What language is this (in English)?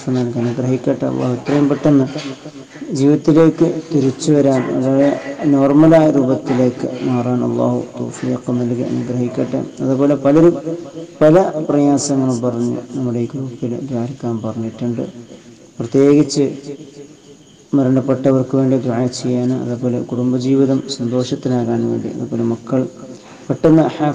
Malayalam